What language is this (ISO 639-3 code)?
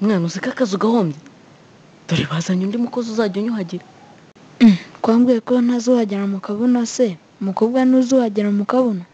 kin